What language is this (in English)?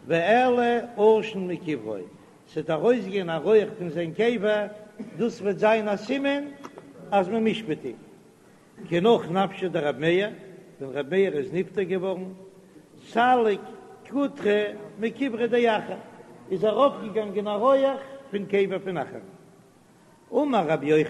Yiddish